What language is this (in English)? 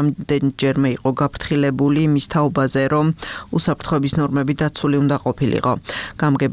Georgian